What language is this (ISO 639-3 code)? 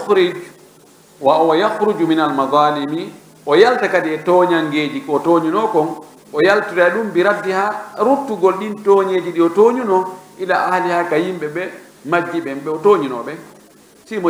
ful